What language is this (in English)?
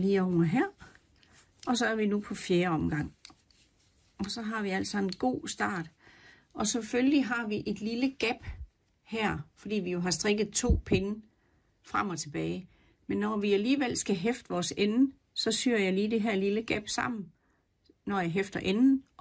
Danish